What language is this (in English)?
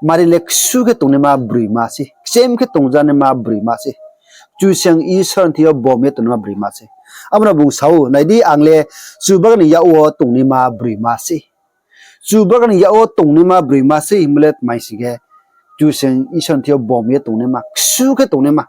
Riang (India)